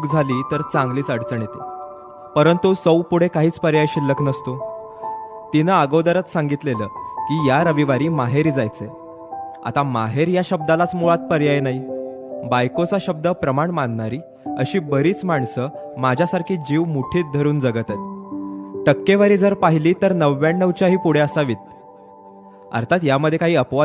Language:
Marathi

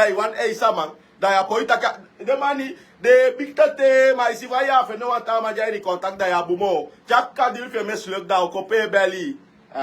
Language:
Sranan Tongo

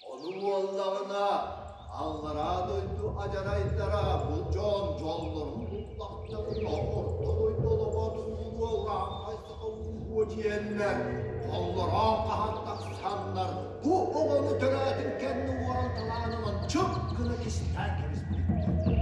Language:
Yakut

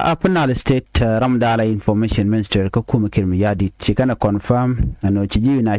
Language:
Nuer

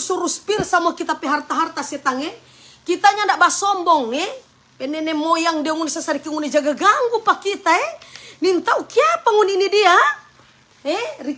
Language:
Manado Malay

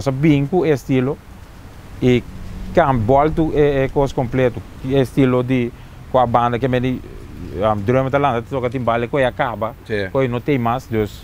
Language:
Papiamento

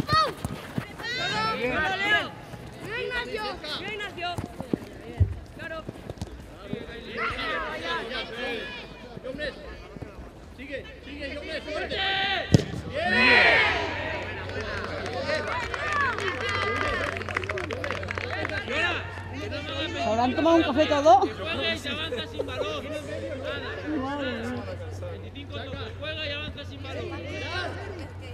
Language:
Spanish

